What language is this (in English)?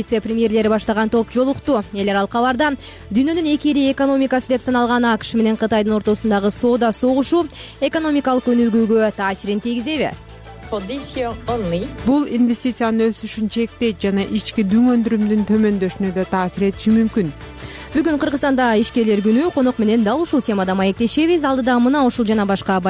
Kyrgyz